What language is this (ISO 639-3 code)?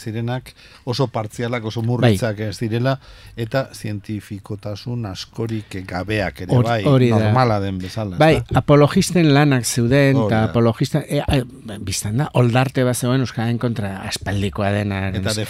eus